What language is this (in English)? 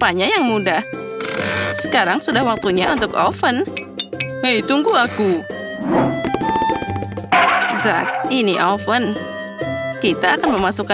Indonesian